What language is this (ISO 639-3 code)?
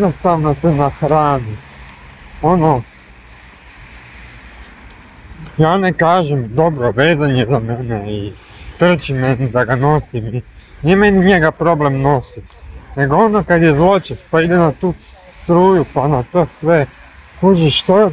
hrv